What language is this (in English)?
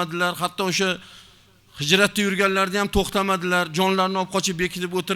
Uzbek